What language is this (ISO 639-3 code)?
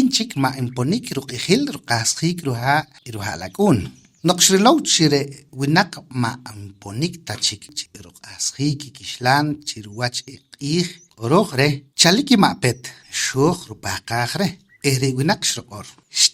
poh